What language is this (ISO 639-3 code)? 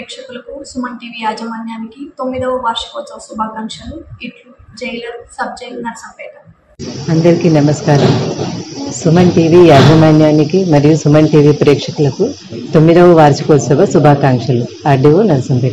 tel